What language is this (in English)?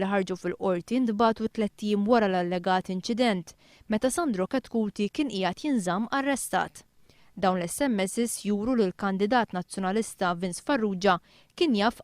Maltese